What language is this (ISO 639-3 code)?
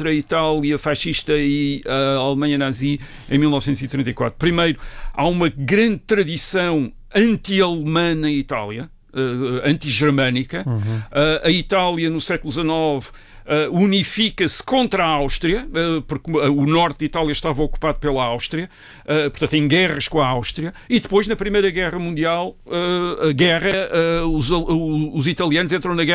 por